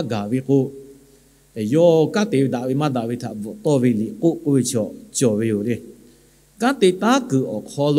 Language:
Lahu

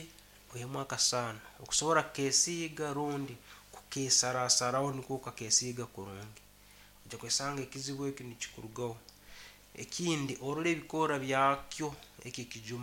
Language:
Nyankole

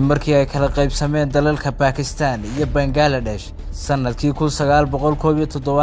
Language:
Somali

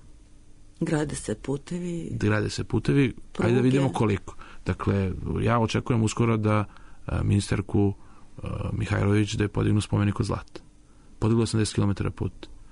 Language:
Serbian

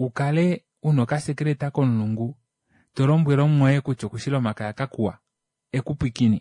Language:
Kuanyama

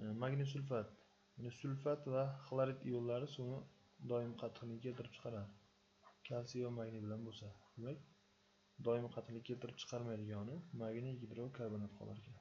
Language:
Uzbek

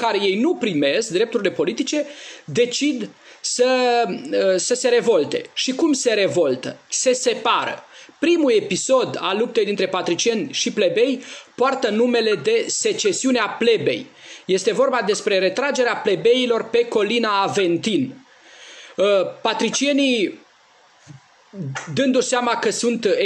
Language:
Romanian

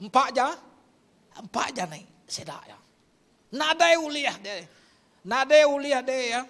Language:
Iban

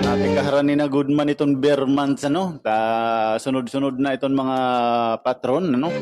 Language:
Waray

